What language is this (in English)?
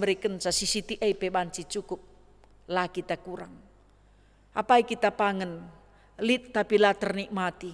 Batak Karo